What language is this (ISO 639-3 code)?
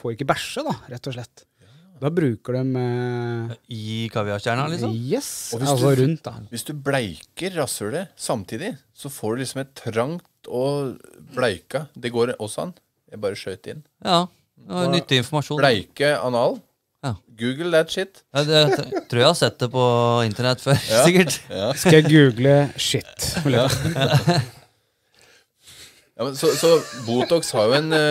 nor